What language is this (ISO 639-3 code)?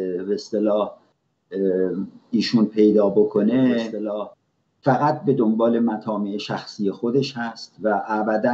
fas